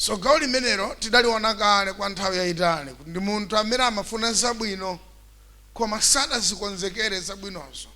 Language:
Nyanja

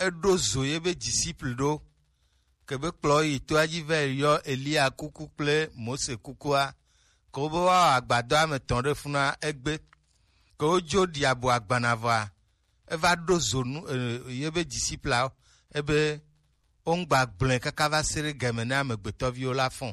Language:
Gen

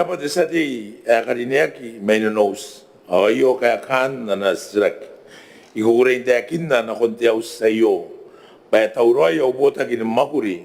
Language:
Gilbertese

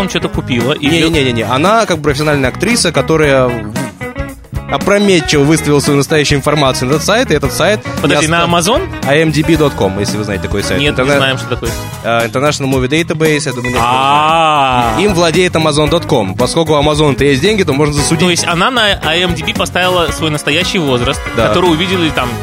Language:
Russian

